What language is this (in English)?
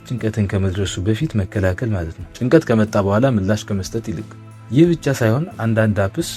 Amharic